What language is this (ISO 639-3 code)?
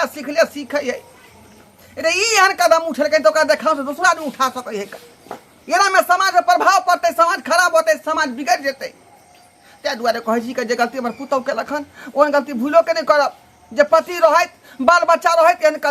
mai